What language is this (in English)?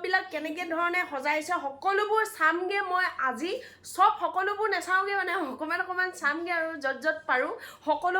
Assamese